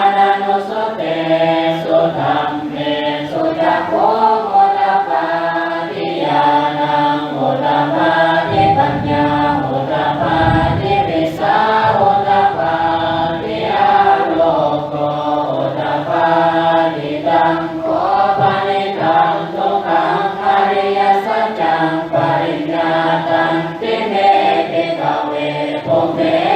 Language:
Pali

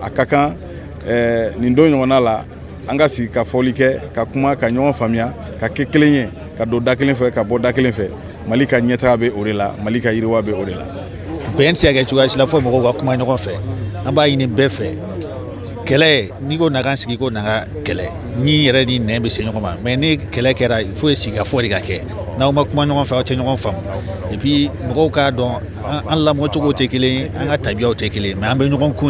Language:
Bambara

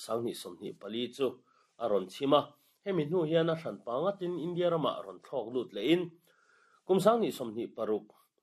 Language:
Mizo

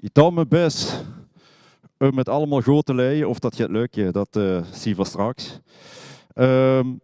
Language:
Limburgish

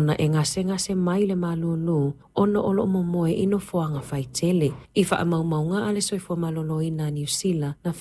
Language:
Samoan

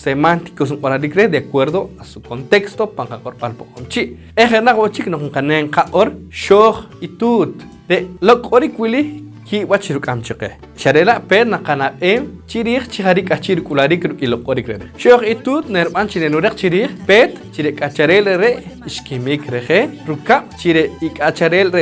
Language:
Poqomchi'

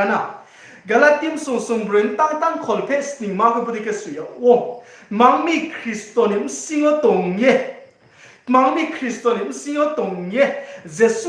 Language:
Riang (India)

